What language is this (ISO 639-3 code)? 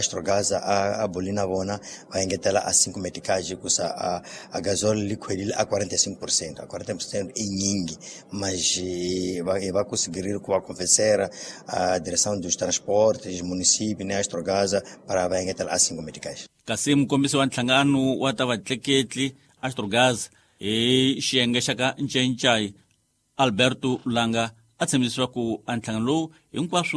tso